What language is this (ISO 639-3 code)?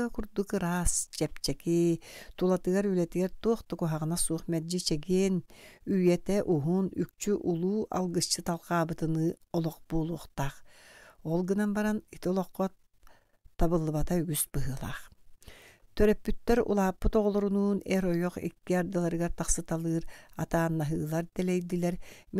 sah